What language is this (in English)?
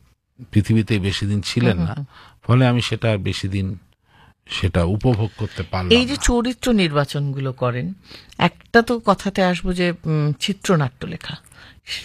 Bangla